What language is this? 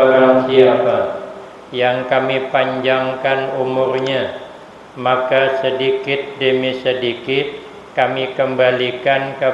Banjar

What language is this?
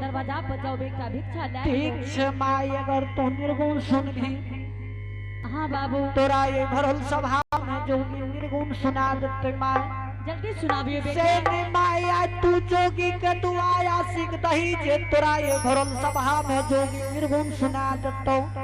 Angika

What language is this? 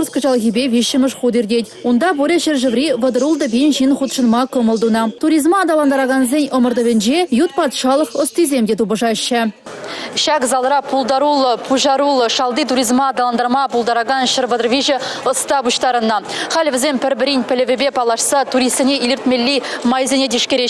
Chuvash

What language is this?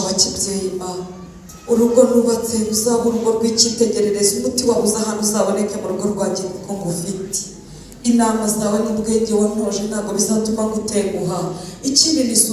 Kinyarwanda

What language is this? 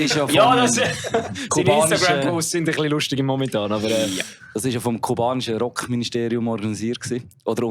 Swiss German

